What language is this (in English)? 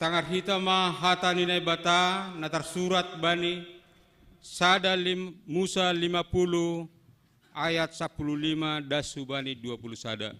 Batak Simalungun